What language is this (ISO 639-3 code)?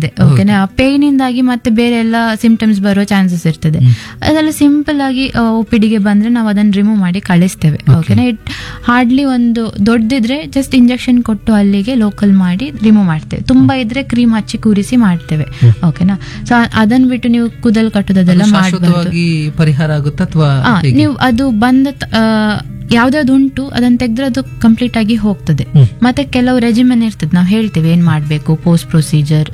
kan